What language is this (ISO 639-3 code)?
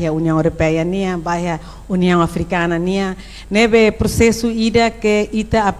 tet